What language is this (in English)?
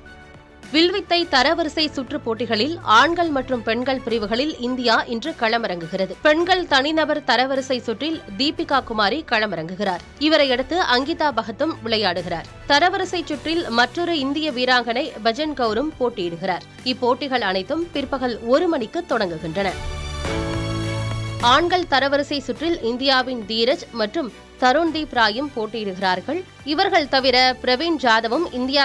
Tamil